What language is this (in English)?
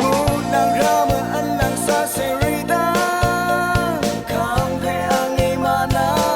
Rawang